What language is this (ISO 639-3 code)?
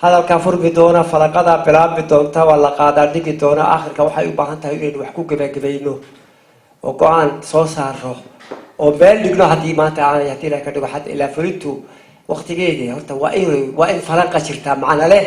som